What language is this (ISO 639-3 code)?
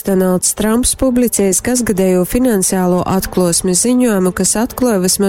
ltg